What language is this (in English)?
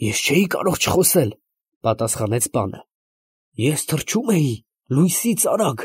Armenian